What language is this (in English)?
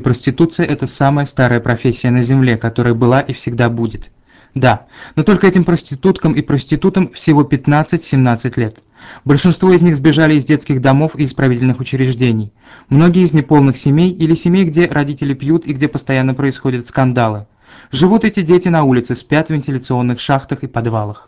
Russian